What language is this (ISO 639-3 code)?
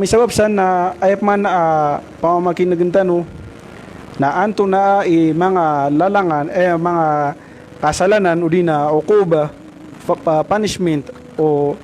mrw